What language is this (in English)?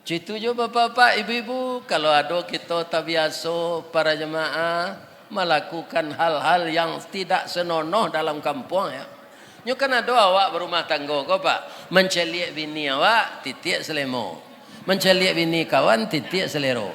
Minangkabau